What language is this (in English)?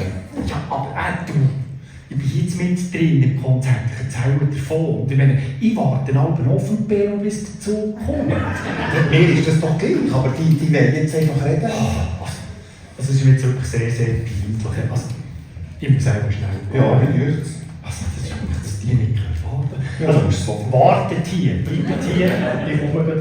Swiss German